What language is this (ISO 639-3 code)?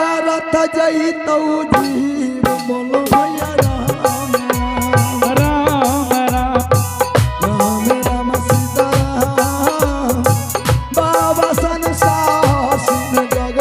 anp